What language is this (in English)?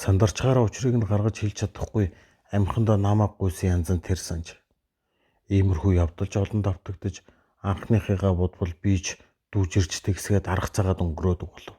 Mongolian